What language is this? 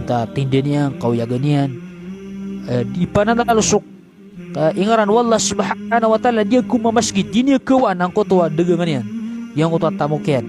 Maranao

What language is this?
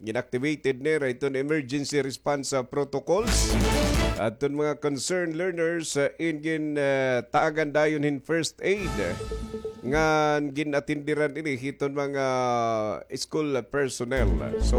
Waray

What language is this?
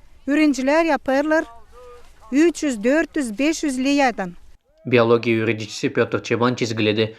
Gagauz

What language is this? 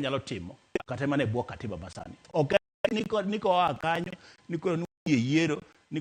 Luo (Kenya and Tanzania)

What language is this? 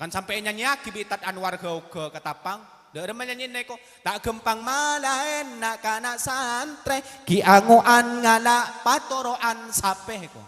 Madurese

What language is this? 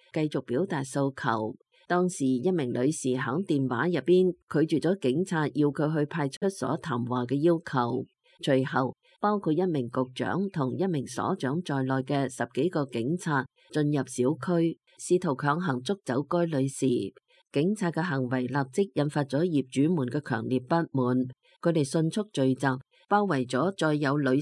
Cantonese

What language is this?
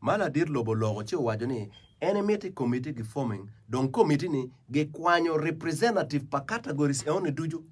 Acoli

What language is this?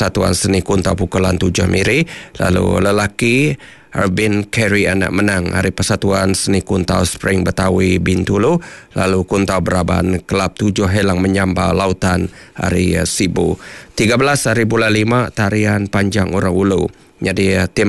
Iban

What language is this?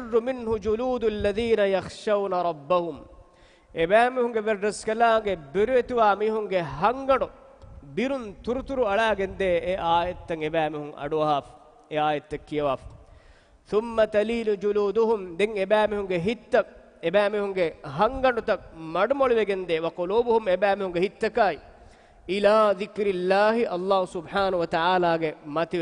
Divehi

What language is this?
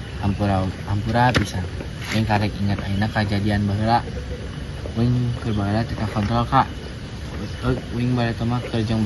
Sundanese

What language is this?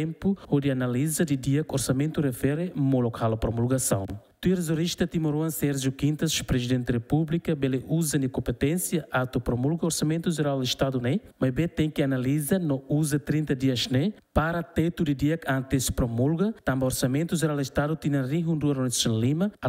Tetum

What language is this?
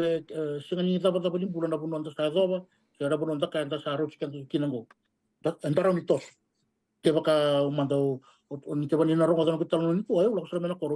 Fijian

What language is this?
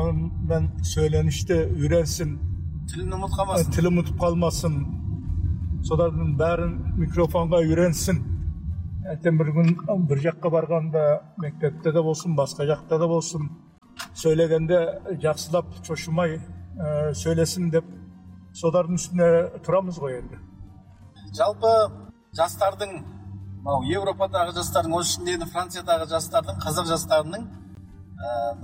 Kazakh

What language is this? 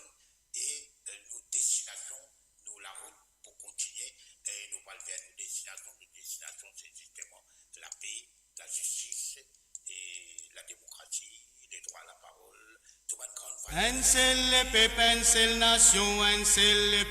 Morisyen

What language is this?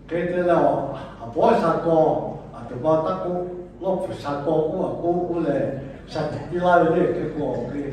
Lahu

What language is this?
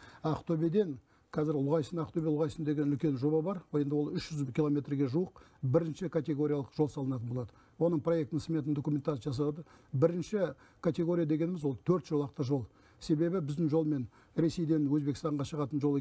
Kazakh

